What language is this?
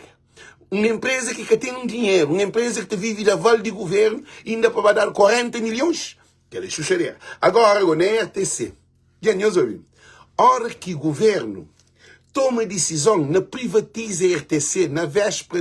Kabuverdianu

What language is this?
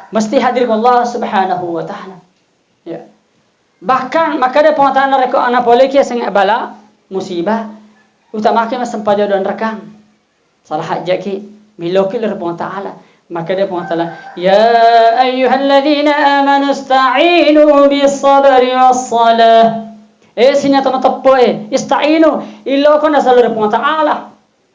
Buginese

